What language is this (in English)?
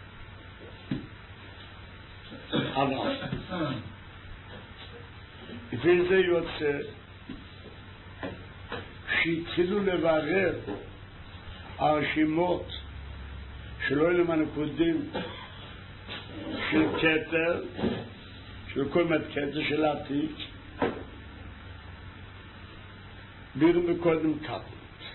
Hebrew